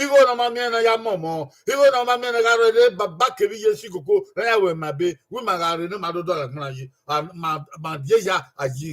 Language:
Bini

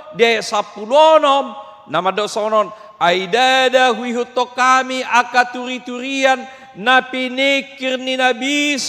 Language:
Batak Toba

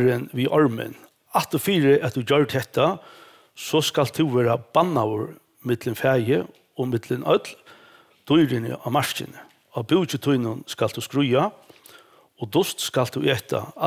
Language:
Faroese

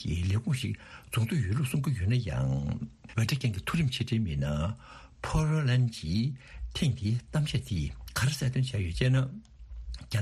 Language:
Tibetan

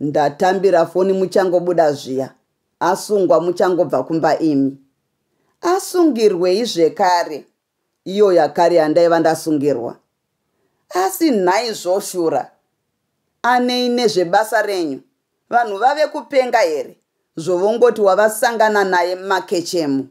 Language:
Shona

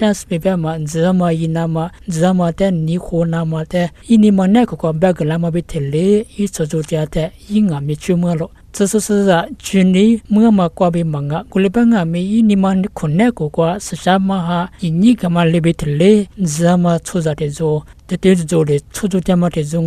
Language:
Lisu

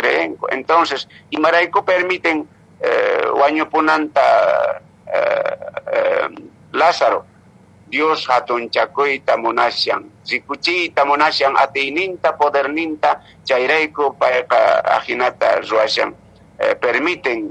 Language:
Quechua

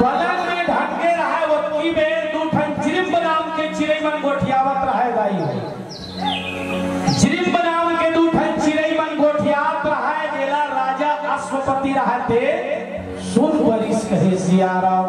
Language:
Chhattisgarhi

